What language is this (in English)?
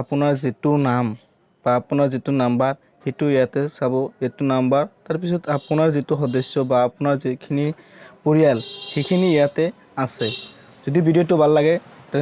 Assamese